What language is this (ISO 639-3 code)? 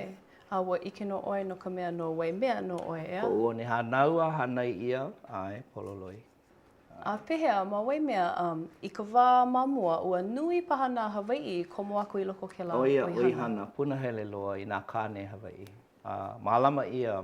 haw